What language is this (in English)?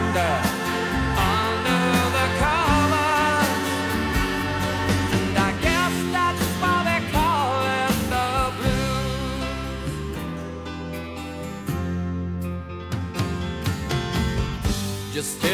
English